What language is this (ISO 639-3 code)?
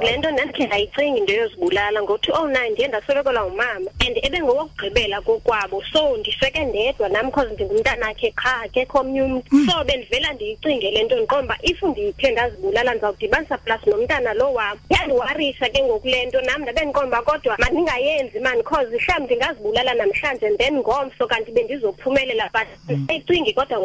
xho